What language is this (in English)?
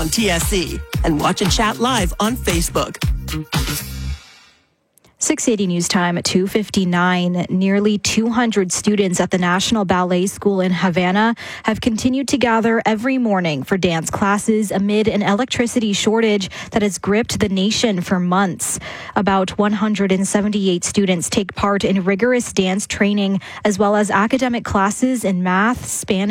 English